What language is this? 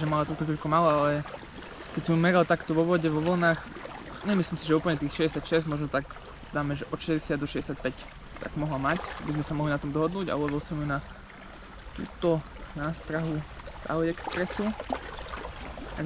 Slovak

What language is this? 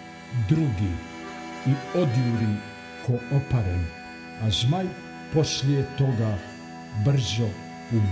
Bosnian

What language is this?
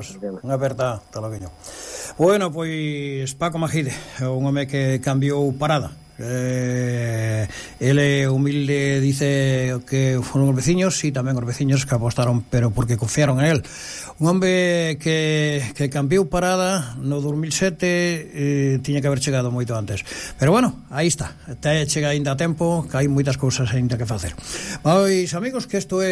Galician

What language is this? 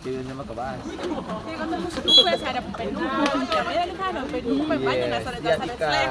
Ambonese Malay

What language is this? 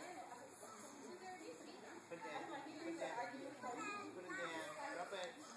English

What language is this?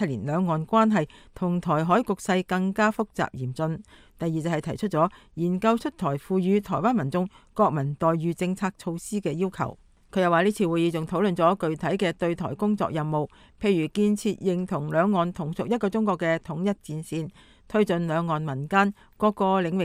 Cantonese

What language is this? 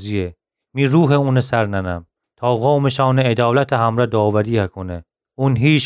Gilaki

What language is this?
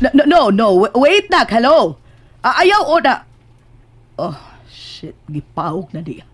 Cebuano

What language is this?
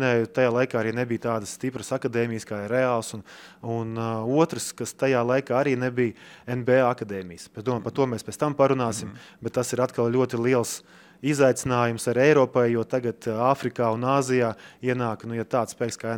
Latvian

